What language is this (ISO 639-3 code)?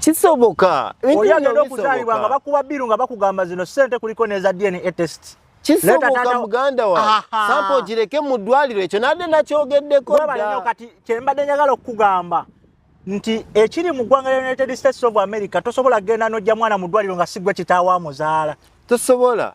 lug